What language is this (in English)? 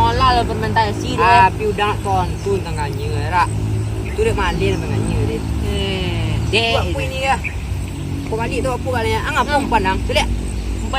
Minangkabau